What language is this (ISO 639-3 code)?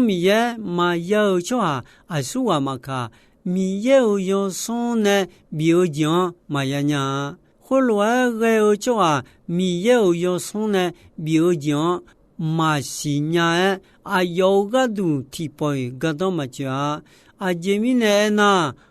ahk